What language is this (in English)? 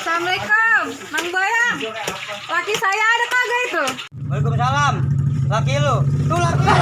Betawi